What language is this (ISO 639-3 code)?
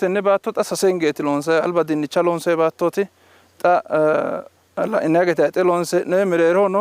sid